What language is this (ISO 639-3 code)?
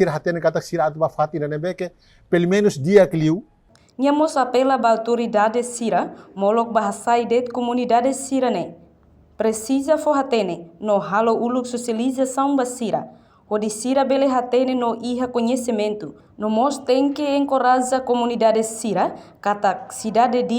tet